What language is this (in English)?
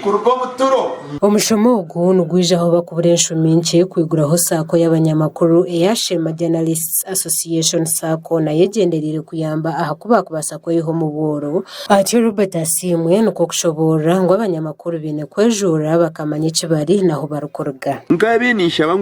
Nyankole